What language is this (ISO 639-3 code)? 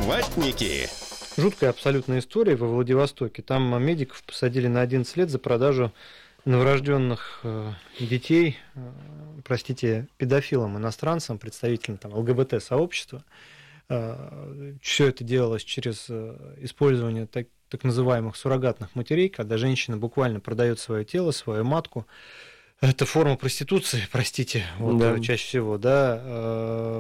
rus